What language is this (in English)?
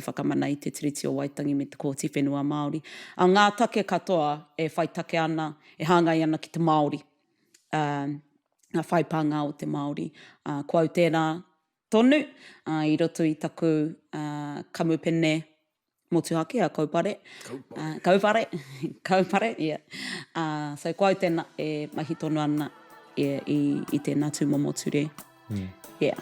Māori